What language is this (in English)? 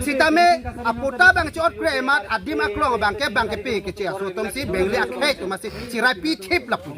Karbi